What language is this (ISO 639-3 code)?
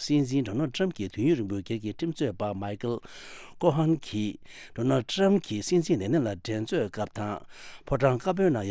bod